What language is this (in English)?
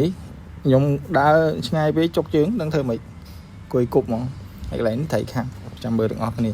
Khmer